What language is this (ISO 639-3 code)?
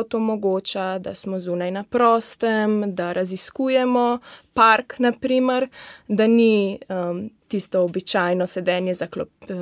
slv